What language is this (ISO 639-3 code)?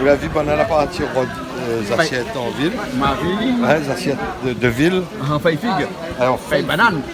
rcf